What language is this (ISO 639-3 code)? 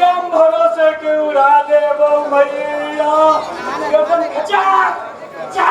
mai